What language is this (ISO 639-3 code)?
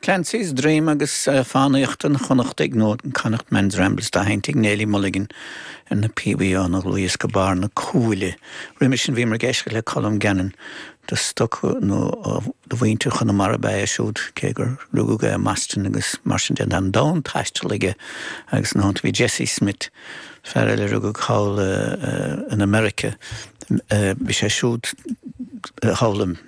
gle